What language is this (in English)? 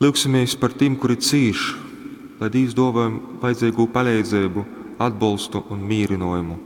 Latgalian